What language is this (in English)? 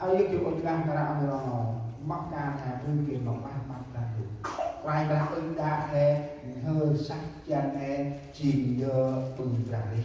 Central Mnong